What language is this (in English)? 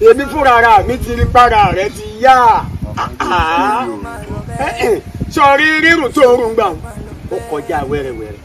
Yoruba